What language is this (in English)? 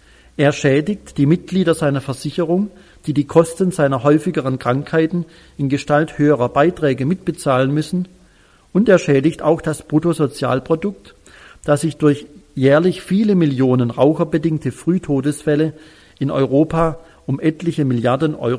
German